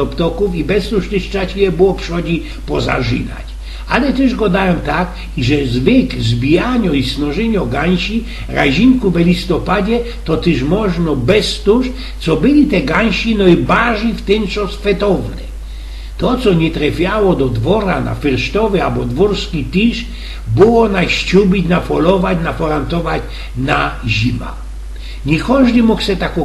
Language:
Silesian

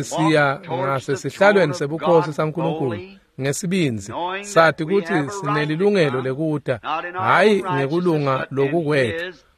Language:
Swati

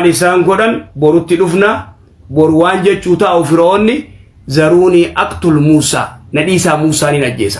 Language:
Oromo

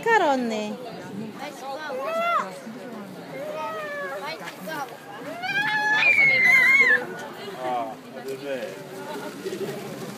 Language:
Swedish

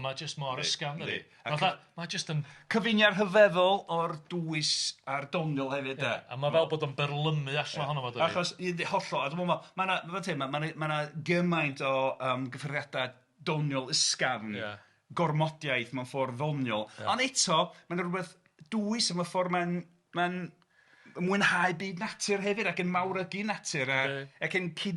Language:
Welsh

